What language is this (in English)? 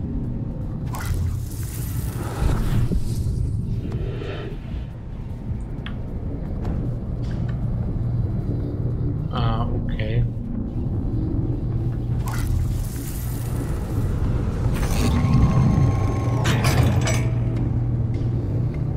German